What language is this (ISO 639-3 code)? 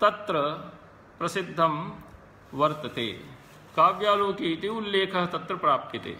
san